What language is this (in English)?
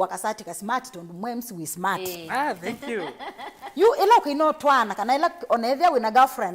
Kamba